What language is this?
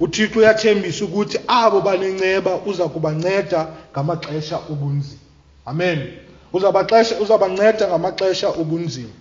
Xhosa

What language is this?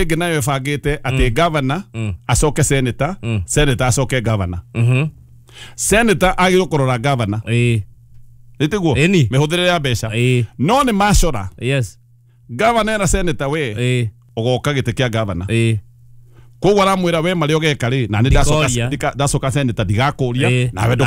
Kikuyu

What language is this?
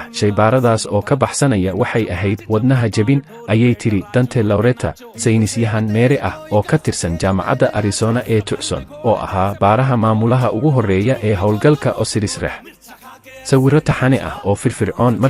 Somali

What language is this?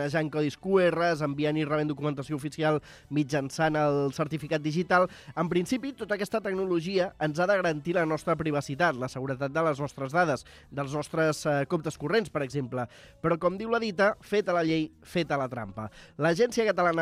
Catalan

